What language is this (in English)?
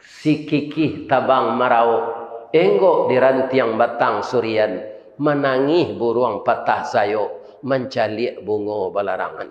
Minangkabau